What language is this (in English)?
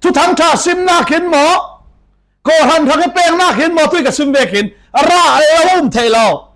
Falam Chin